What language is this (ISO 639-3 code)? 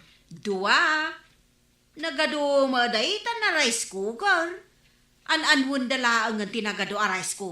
ilo